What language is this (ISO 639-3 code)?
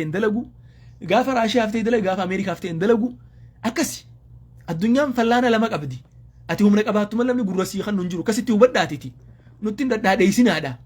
orm